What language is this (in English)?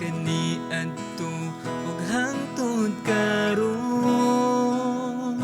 Cebuano